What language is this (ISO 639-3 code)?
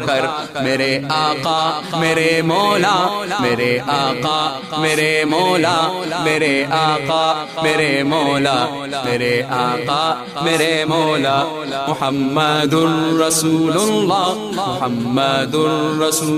urd